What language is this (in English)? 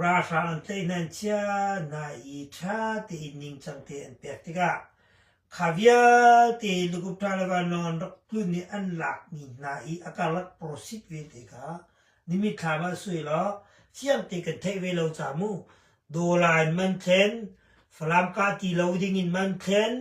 Hakha Chin